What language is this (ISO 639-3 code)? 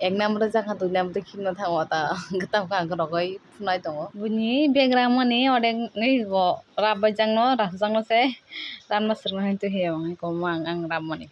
trp